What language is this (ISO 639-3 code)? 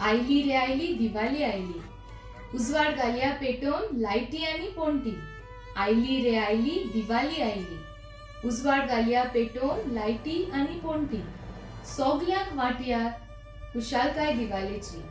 kok